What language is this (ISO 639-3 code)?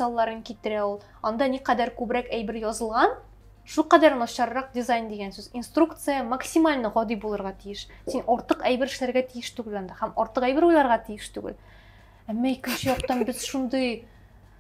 tat